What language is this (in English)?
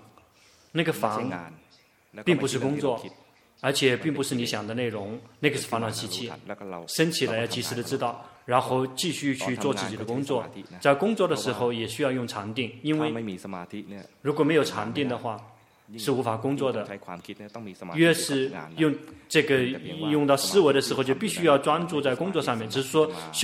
Chinese